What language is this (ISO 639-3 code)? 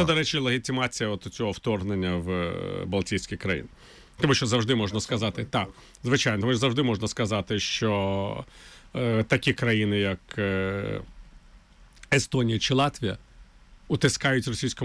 ukr